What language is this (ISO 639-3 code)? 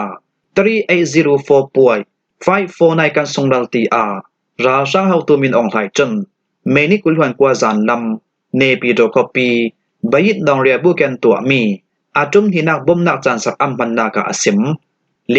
cfm